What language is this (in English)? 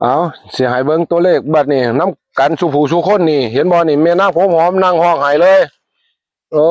Northeastern Thai